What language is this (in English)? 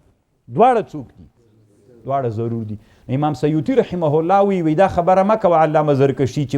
Pashto